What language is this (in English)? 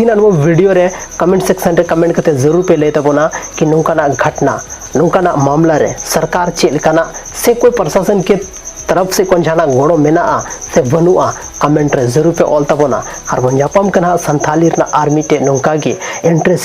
Santali